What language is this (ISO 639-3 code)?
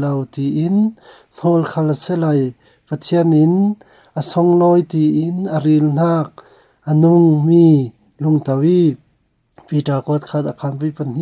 cfm